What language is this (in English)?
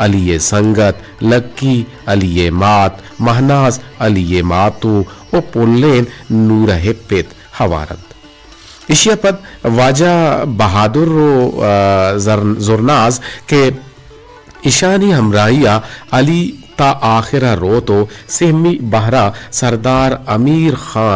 Eastern Balochi